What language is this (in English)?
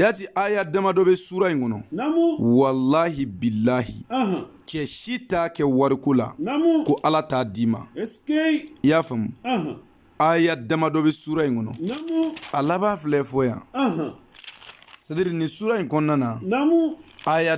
Bambara